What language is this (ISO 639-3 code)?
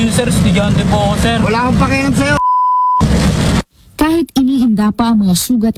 fil